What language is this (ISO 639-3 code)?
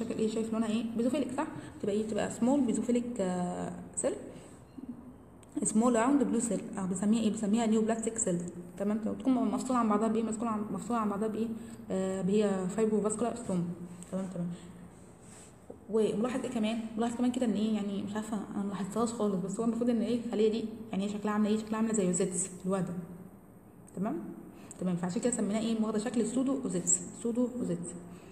arz